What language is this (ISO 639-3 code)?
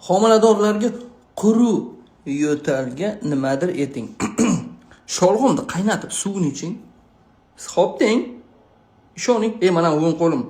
uzb